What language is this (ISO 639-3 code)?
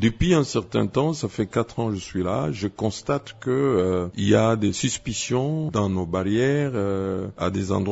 fra